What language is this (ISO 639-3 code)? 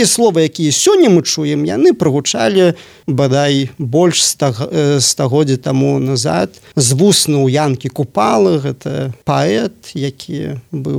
bel